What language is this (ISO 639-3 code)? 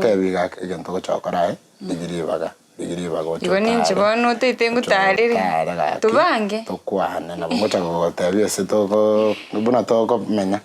guz